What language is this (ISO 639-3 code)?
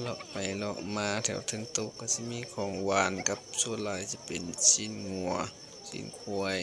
lao